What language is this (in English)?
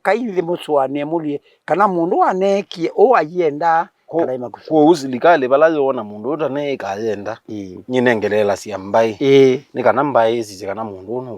Kamba